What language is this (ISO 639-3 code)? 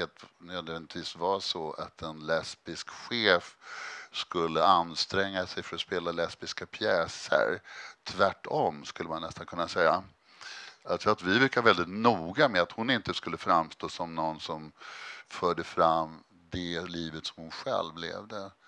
swe